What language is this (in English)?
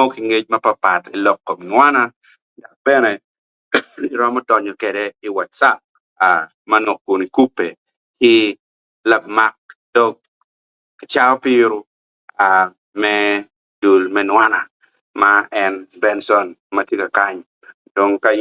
Acoli